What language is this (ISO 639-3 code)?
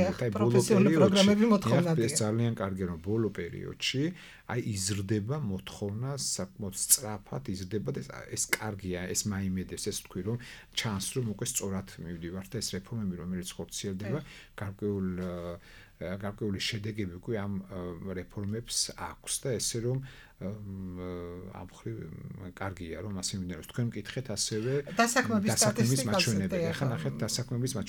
kat